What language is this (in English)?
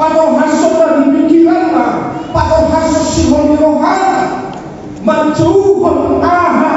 Batak Toba